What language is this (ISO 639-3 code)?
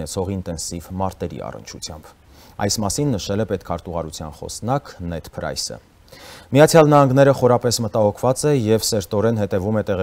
hye